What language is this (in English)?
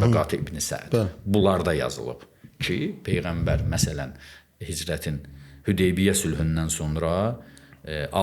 Azerbaijani